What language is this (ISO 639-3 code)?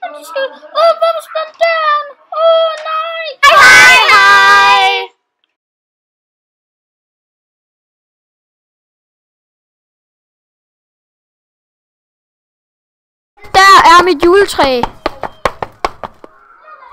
dan